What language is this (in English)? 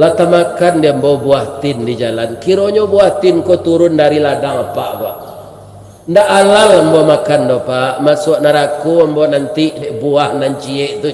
Minangkabau